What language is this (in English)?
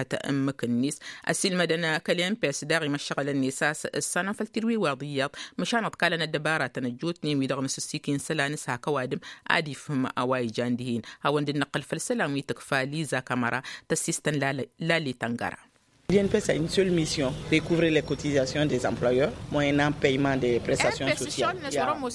Tamasheq